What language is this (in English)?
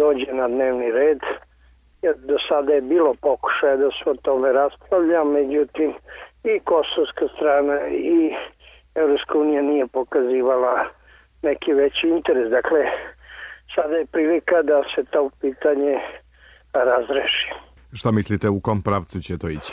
Serbian